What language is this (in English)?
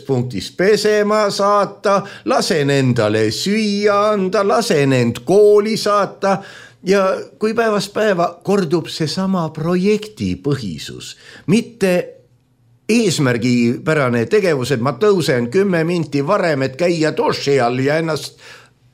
Estonian